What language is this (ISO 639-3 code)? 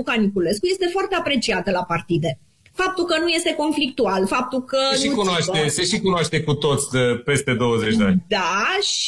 ron